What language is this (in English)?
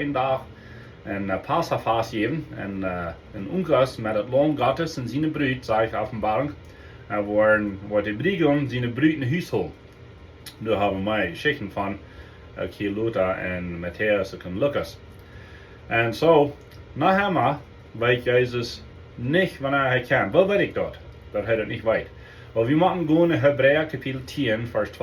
Plautdietsch